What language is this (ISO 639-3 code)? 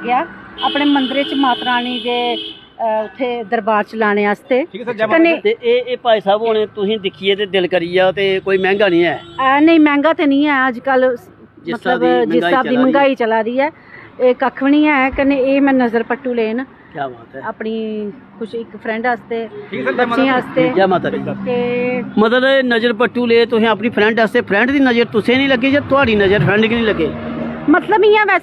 doi